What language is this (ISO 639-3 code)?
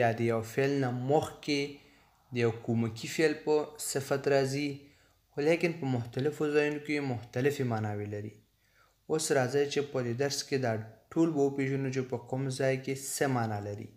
pus